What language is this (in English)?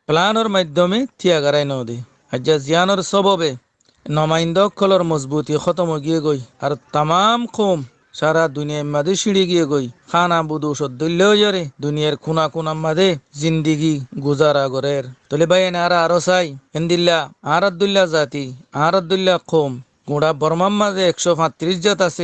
Rohingya